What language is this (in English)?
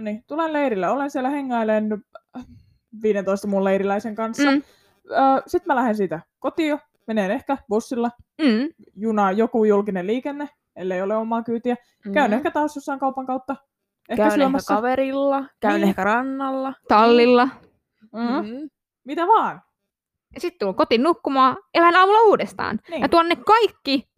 Finnish